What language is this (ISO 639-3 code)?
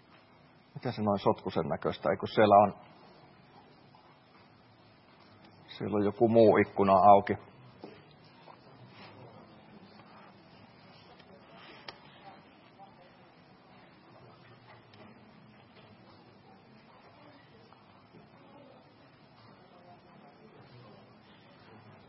fin